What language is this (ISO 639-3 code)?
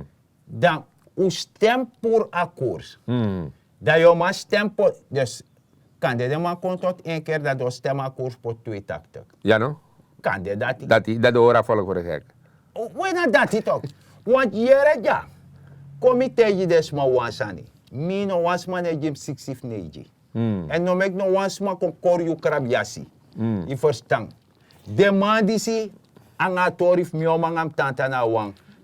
srn